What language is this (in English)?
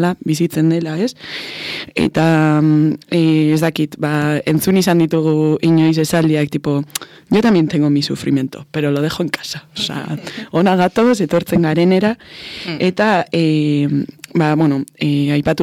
Basque